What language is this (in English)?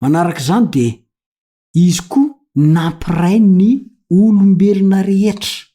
Malagasy